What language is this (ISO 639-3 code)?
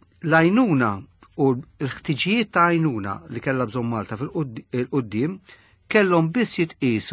mlt